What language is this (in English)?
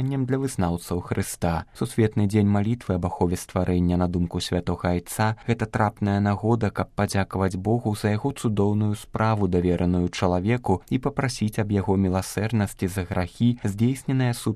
Belarusian